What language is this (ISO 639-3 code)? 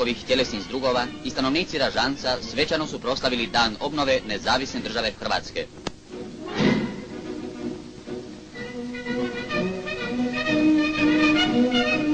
hrv